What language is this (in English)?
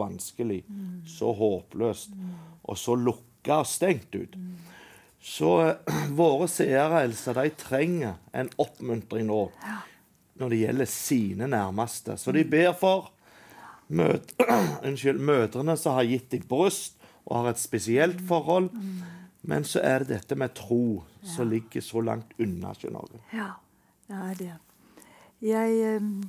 Norwegian